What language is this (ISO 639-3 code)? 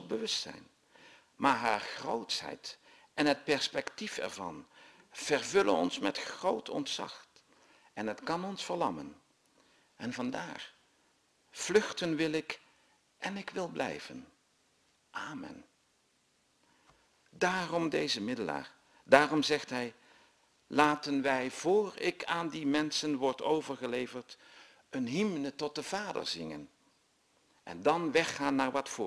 nld